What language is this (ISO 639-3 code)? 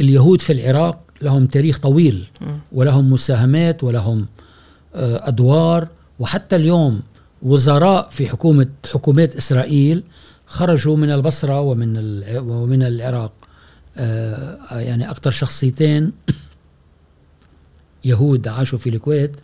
afb